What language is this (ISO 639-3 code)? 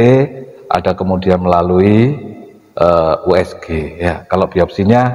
ind